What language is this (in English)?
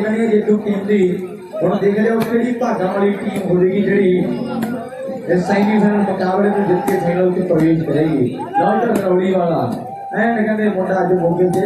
Punjabi